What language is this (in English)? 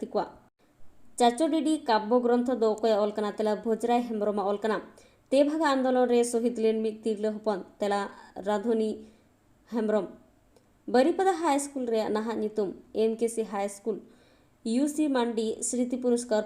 Santali